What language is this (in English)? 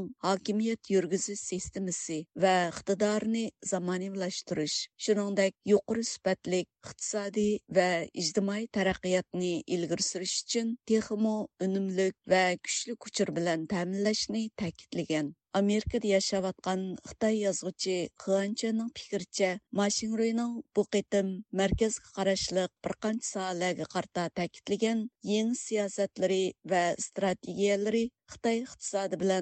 Uyghur